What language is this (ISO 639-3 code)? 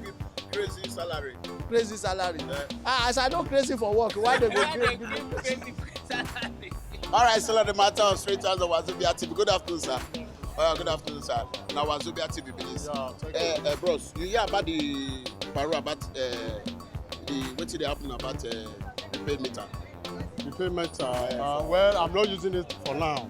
pcm